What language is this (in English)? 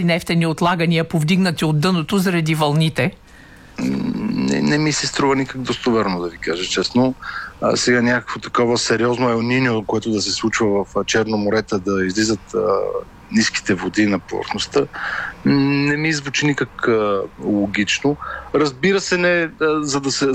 Bulgarian